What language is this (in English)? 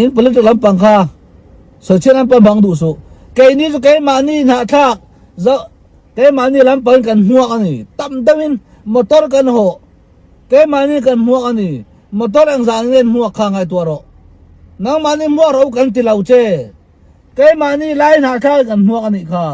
Mizo